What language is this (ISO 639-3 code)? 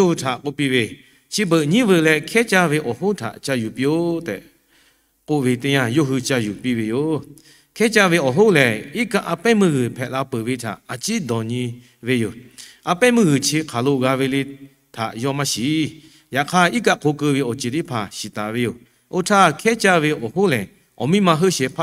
lhu